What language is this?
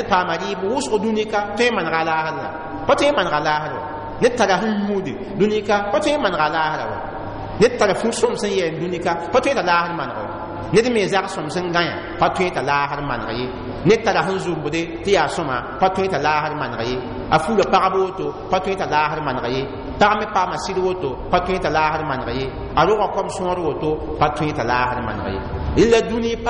Mossi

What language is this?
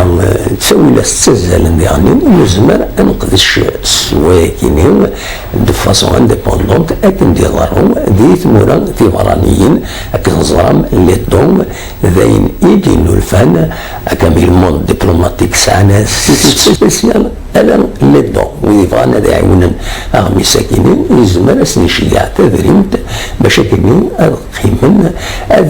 Kabyle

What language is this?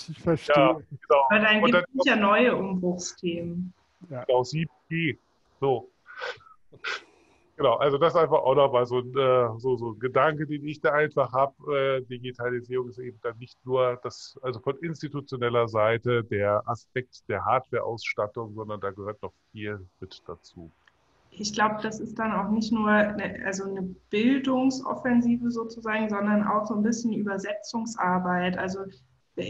German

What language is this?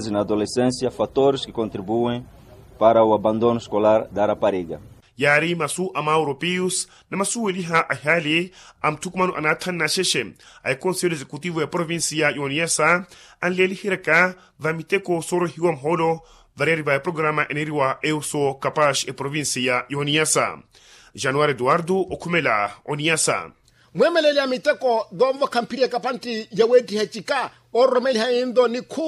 Makhuwa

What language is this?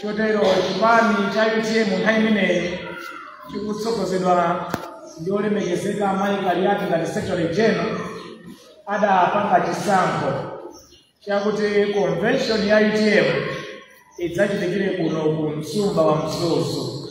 Nyanja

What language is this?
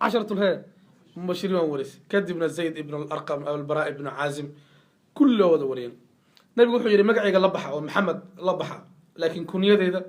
Somali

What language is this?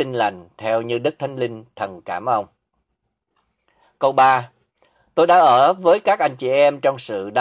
Vietnamese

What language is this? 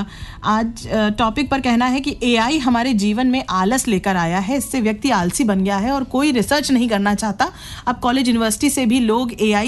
Hindi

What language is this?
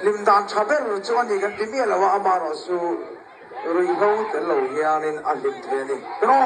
Mizo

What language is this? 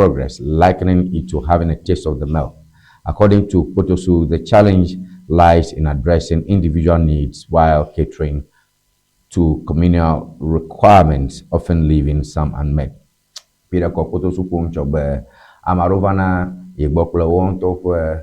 Ewe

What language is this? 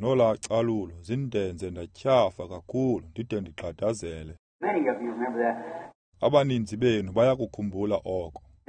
Xhosa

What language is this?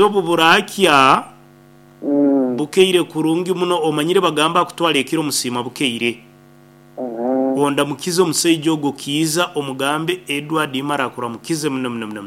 Nyoro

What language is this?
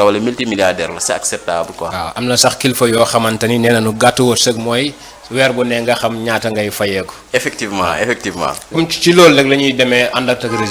Wolof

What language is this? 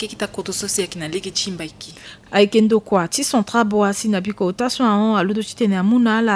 Sango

